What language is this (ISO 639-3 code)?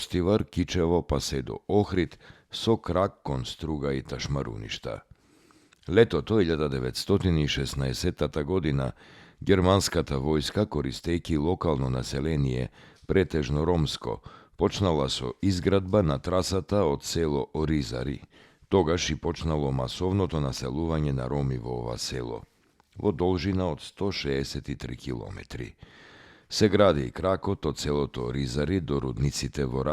mkd